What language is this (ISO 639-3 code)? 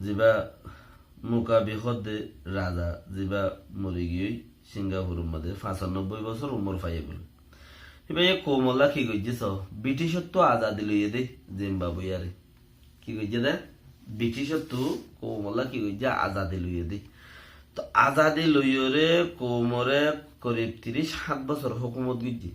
rhg